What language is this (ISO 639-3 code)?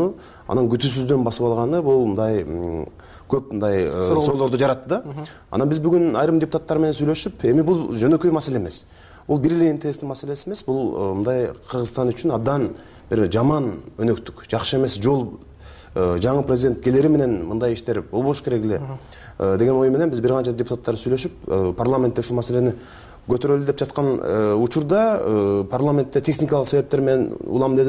kir